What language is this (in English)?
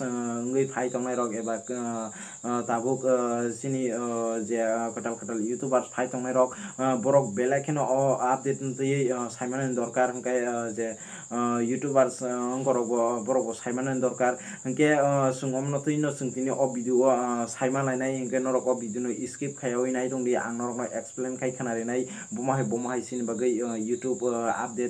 Kok Borok